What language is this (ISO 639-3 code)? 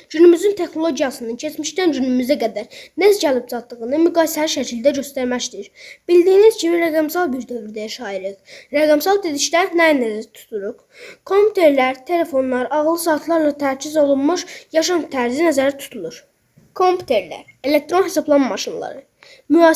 aze